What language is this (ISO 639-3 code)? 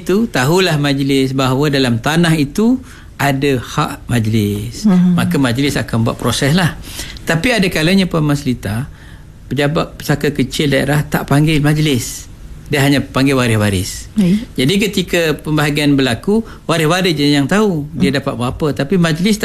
msa